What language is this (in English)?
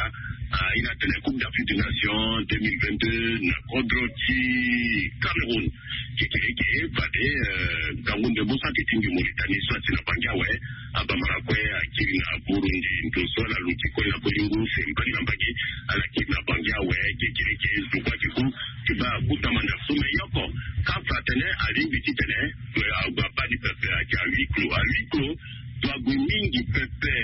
Sango